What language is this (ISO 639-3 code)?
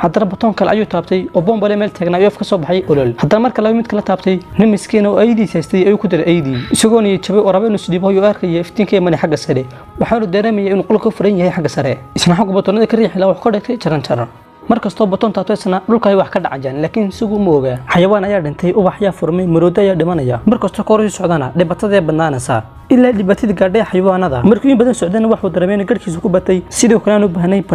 som